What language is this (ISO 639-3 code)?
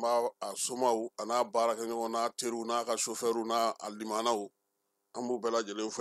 bam